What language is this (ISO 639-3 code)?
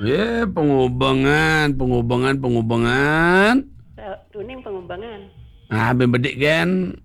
ban